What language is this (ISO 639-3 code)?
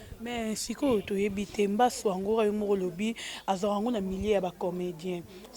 lin